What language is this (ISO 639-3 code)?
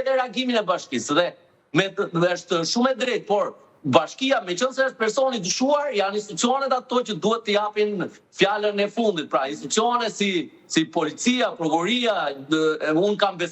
sqi